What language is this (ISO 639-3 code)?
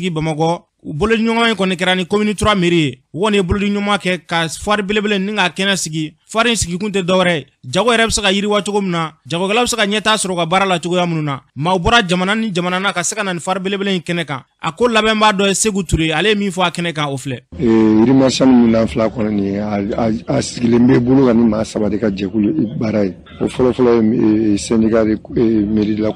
bam